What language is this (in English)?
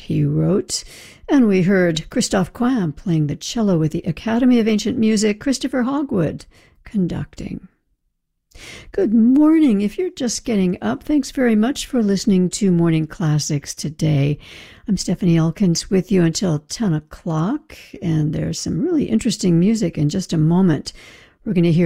English